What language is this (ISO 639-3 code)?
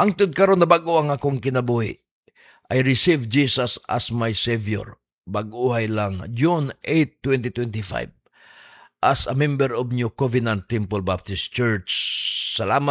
ceb